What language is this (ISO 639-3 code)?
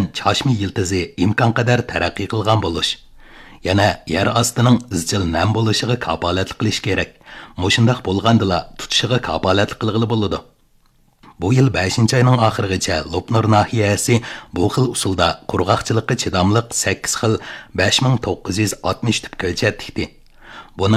uig